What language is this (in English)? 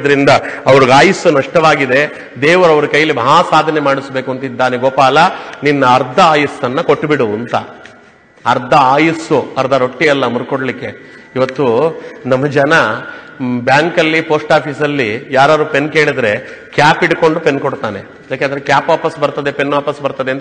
Kannada